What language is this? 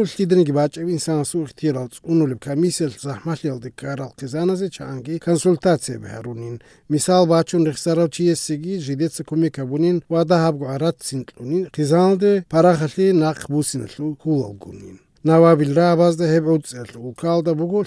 Avaric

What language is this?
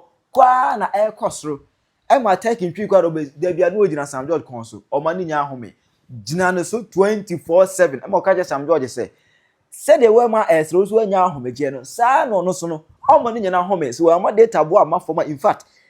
Akan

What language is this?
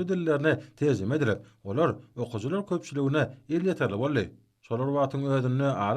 Turkmen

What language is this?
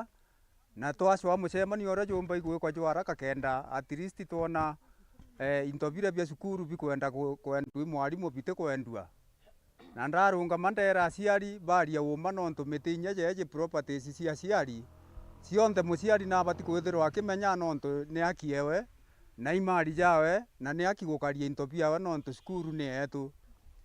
Meru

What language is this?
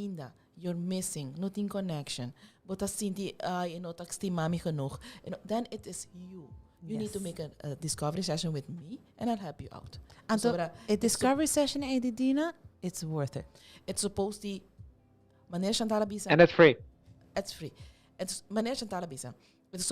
Papiamento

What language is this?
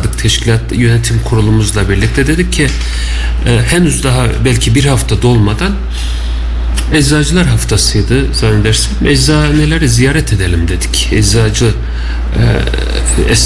Turkish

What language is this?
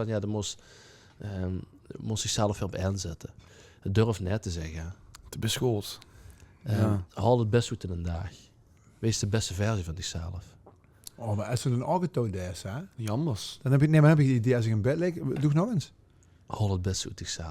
Limburgish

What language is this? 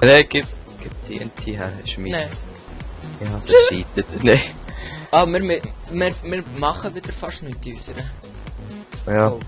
Swiss German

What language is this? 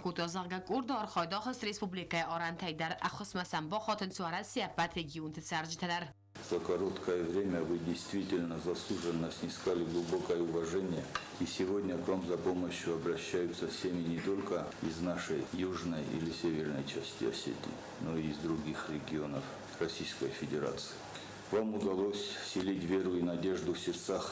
Ossetic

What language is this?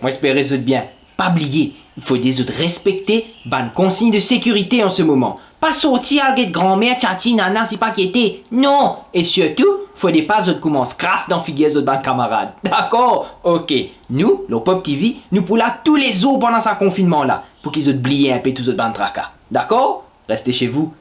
Morisyen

